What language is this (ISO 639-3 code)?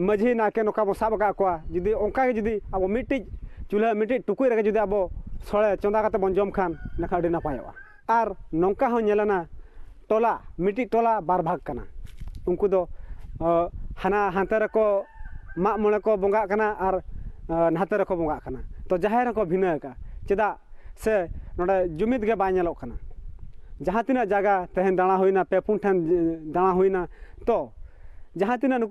sat